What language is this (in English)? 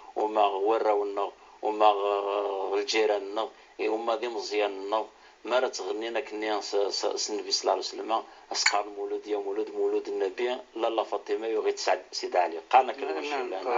Kabyle